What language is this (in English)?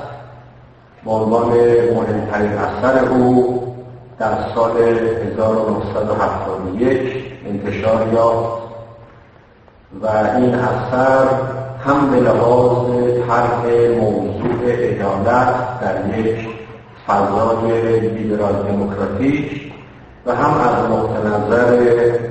Persian